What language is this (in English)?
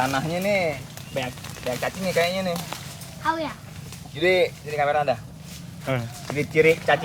Betawi